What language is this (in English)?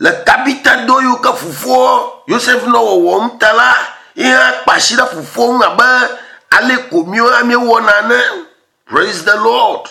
Ewe